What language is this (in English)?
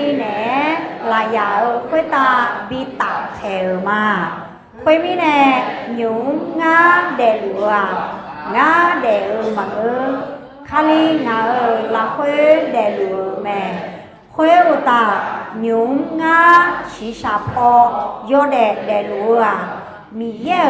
Akha